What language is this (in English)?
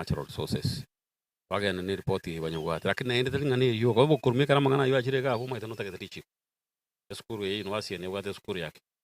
Gusii